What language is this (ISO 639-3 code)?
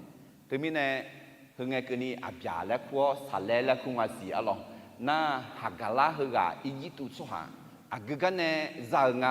ahk